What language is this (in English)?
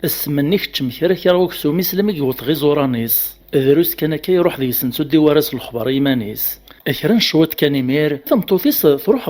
Kabyle